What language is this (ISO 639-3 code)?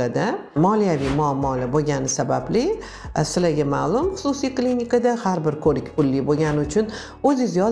uzb